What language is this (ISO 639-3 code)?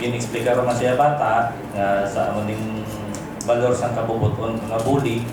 hil